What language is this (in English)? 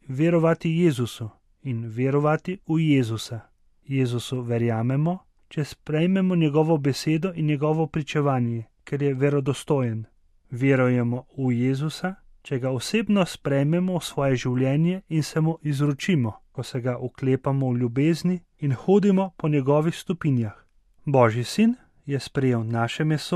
Slovenian